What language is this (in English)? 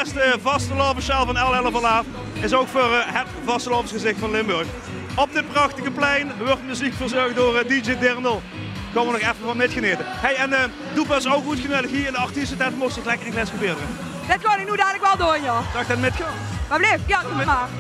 Limburgish